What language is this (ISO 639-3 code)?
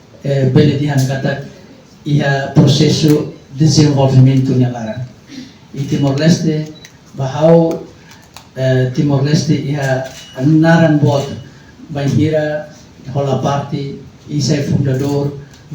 tet